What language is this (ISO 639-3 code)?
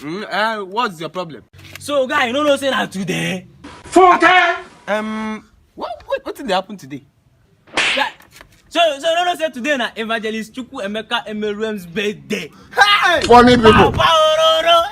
pcm